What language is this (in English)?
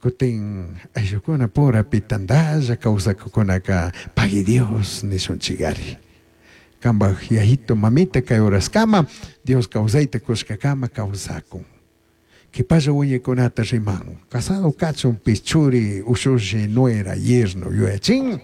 Chimborazo Highland Quichua